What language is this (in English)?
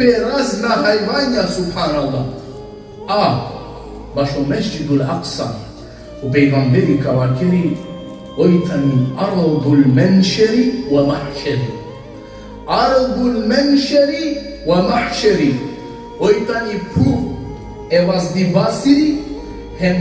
Balkan Romani